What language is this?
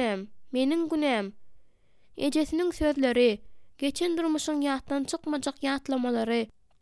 Turkmen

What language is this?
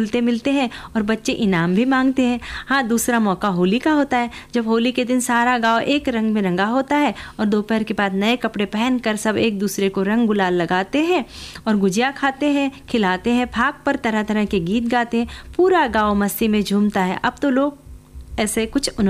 Hindi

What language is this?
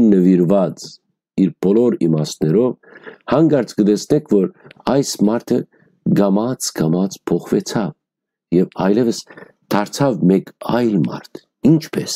Western Armenian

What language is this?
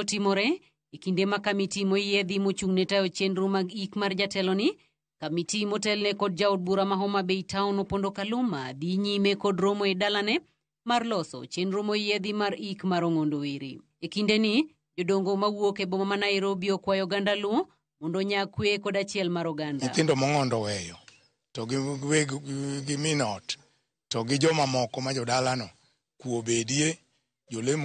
Luo (Kenya and Tanzania)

